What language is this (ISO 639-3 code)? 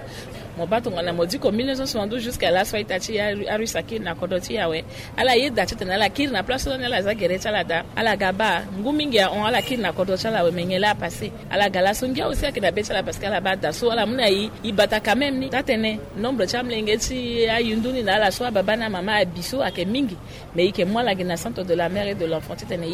sag